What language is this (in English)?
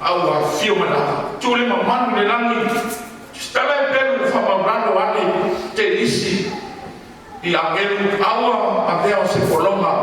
Samoan